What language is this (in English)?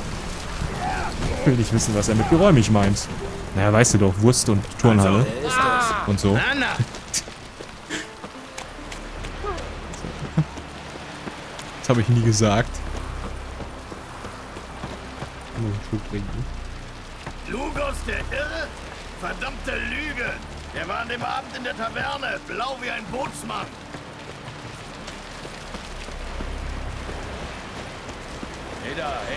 German